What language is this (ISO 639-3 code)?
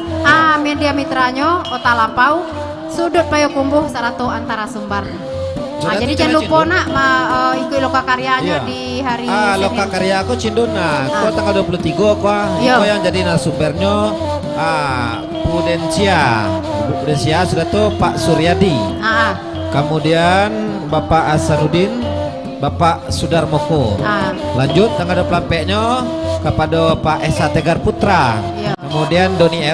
min